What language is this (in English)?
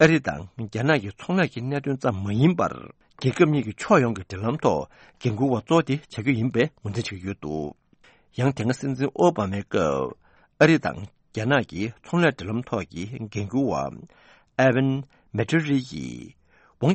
Tibetan